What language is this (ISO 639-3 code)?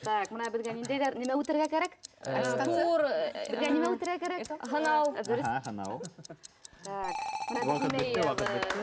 bak